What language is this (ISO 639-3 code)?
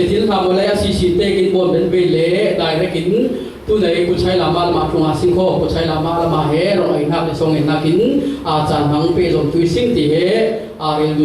cfm